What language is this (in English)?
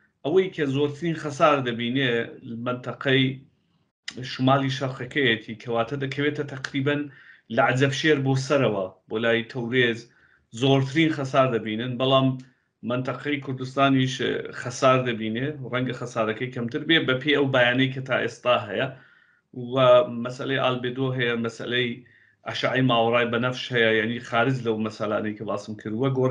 Central Kurdish